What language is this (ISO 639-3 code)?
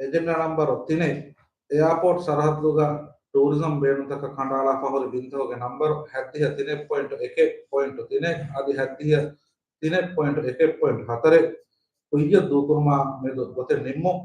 div